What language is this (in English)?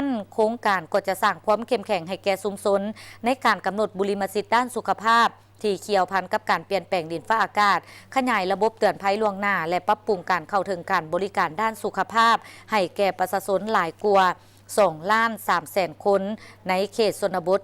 Lao